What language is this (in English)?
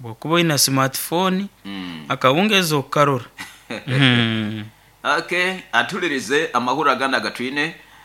Nyoro